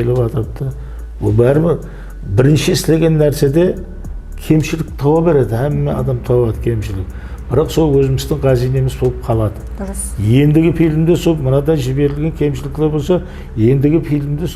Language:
Kara-Kalpak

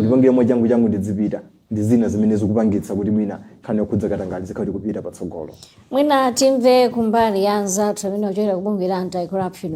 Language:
Nyanja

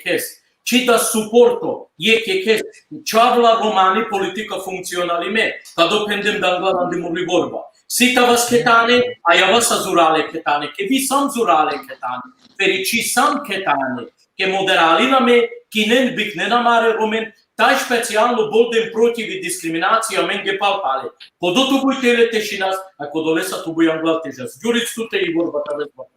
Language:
Balkan Romani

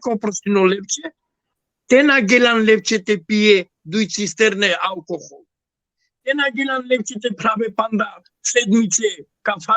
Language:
Balkan Romani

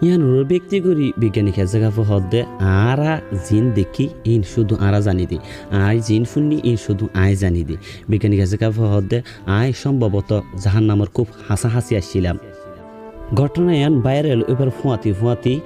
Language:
Rohingya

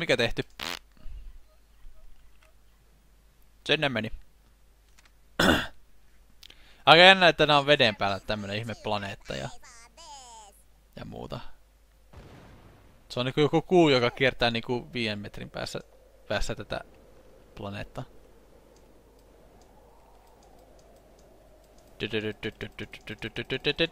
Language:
Finnish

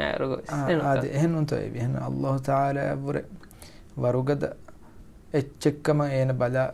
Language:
Divehi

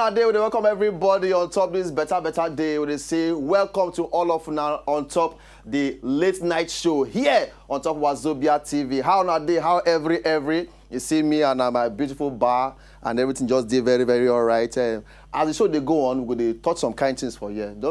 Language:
Nigerian Pidgin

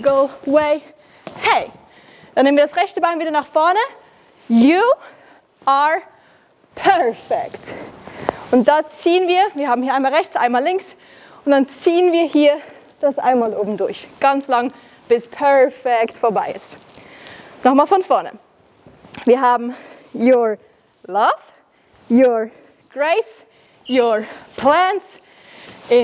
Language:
Swiss German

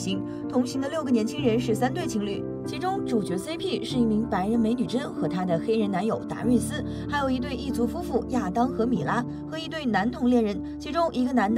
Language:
Chinese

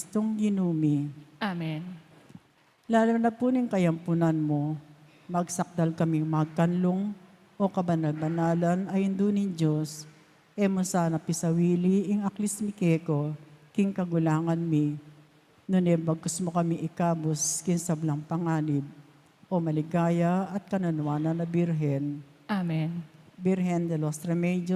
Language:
Pampanga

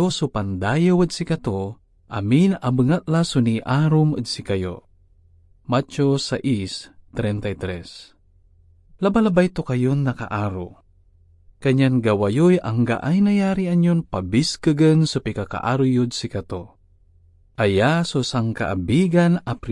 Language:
Pangasinan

